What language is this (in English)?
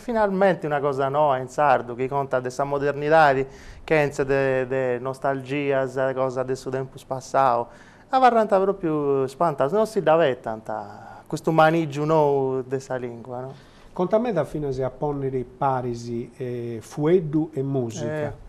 Sardinian